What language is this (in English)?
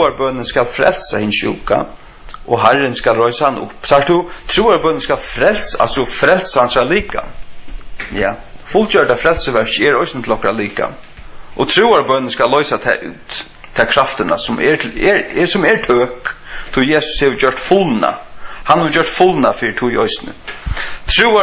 Faroese